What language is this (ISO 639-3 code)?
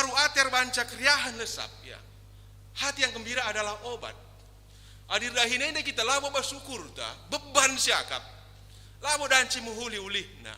btx